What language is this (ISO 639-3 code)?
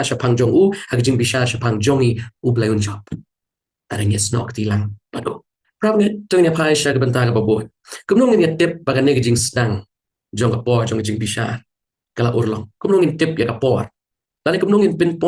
kha